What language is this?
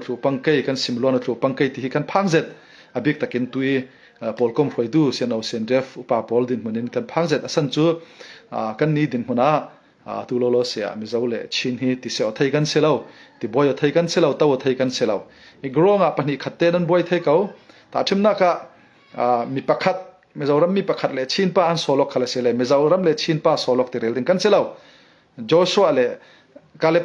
Falam Chin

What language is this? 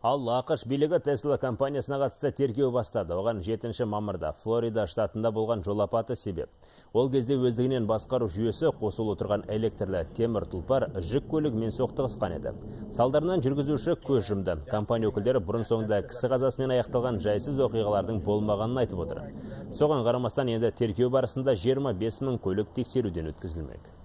Kazakh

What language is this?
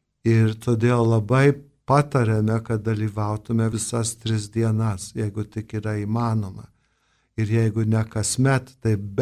Lithuanian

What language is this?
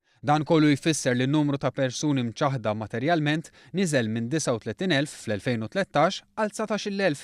Maltese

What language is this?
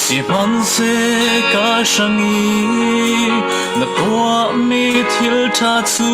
Falam Chin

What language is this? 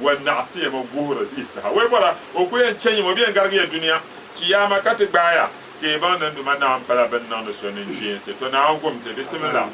Dagbani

